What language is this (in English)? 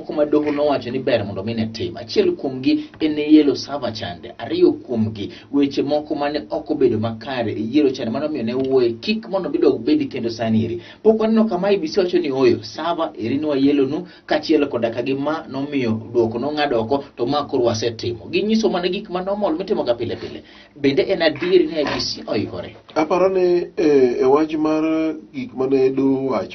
Luo (Kenya and Tanzania)